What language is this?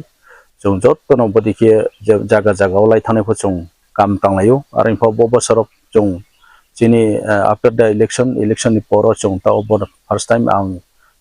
Riang (India)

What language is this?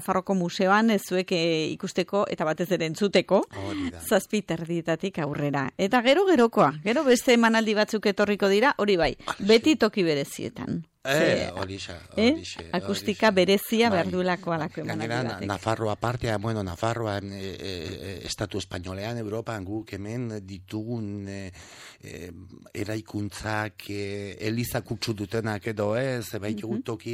Basque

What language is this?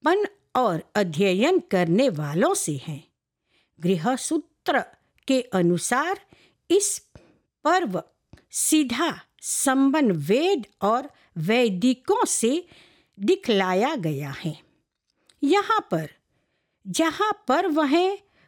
Hindi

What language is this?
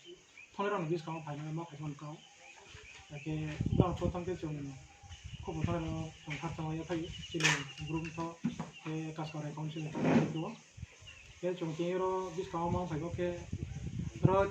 Riang (India)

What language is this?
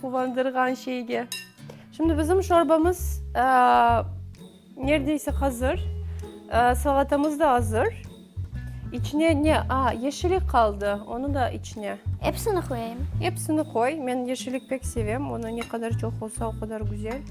Crimean Tatar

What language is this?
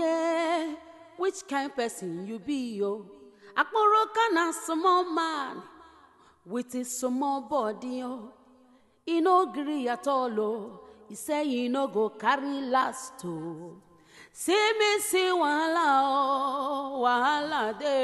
Nigerian Pidgin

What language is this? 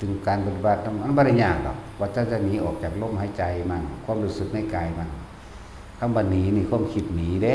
Northeastern Thai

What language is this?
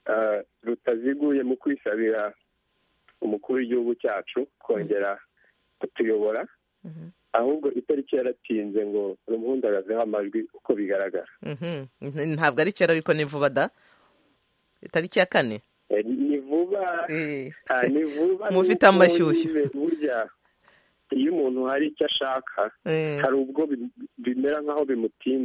Kinyarwanda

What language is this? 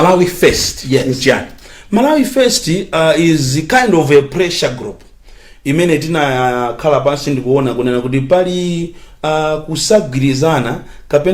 Nyanja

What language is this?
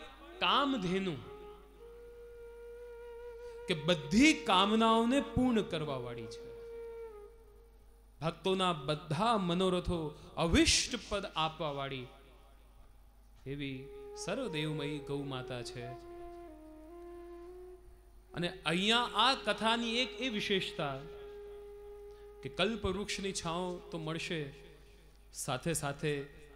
Gujarati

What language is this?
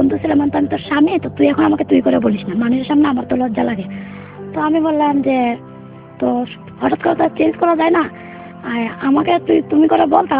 Bangla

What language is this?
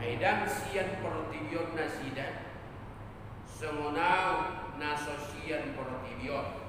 Batak Toba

